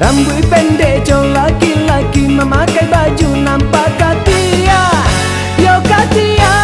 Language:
Minangkabau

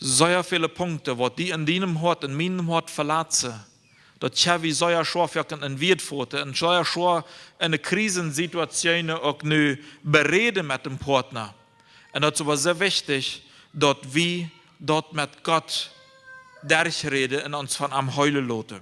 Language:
Plautdietsch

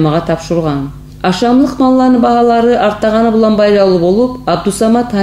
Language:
Kumyk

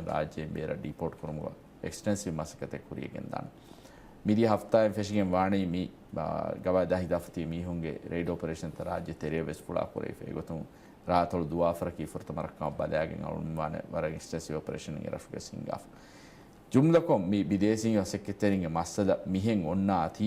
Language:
Divehi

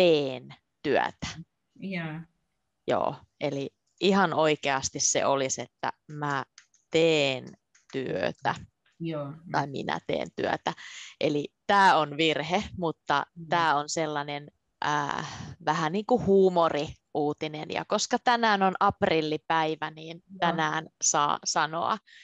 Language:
Finnish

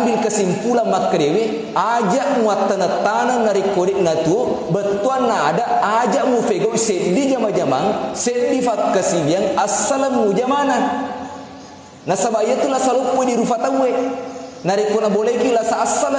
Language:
Buginese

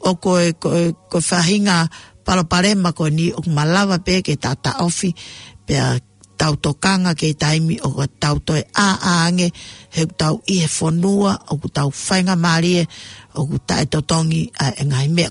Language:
Tongan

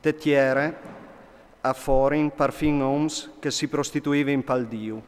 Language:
Friulian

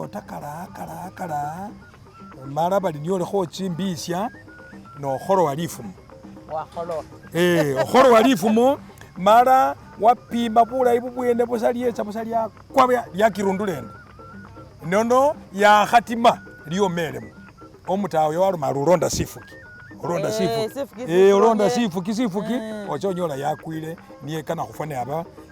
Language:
Masaaba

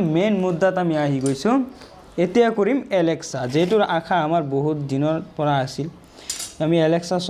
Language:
Assamese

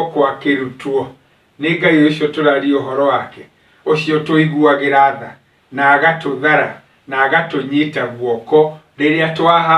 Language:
Kikuyu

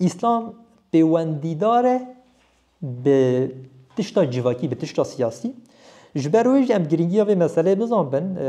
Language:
Kurdish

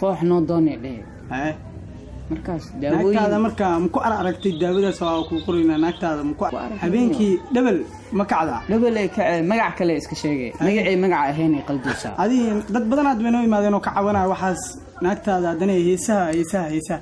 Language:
Somali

